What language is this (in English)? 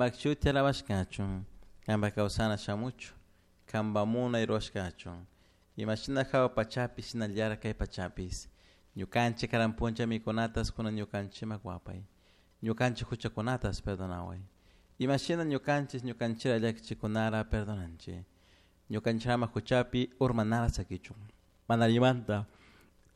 Chimborazo Highland Quichua